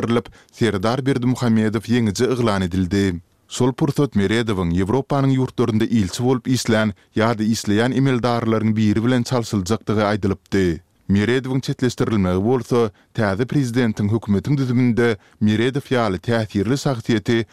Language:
Turkmen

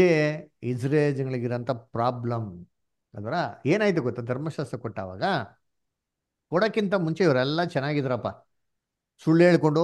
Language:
Kannada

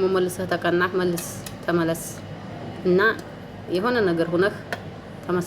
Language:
Amharic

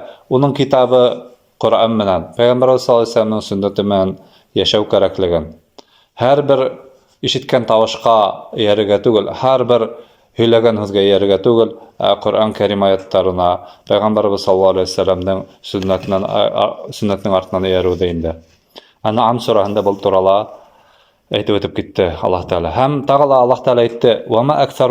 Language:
Bashkir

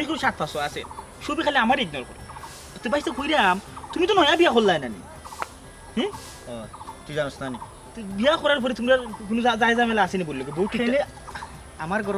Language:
Sylheti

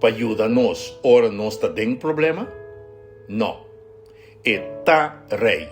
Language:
Papiamento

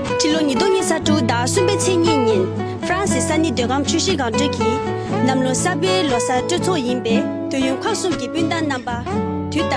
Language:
Tibetan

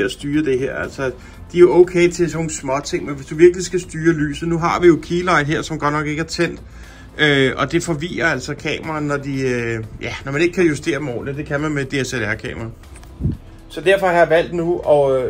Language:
Danish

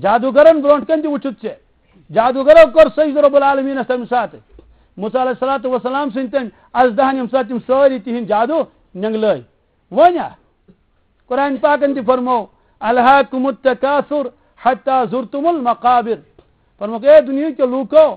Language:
Kashmiri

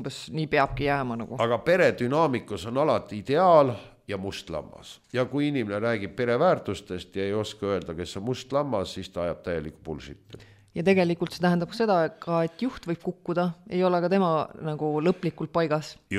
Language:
Estonian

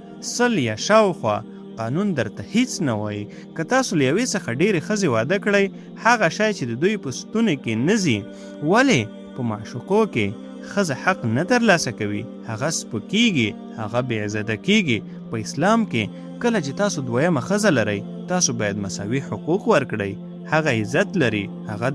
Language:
Pashto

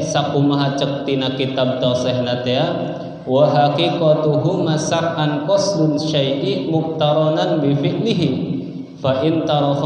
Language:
Sundanese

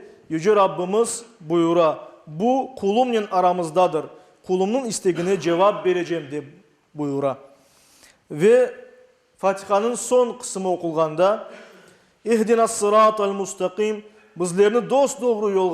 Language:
Crimean Tatar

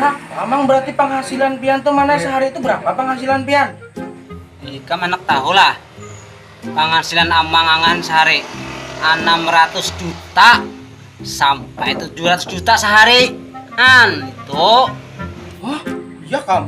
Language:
Banjar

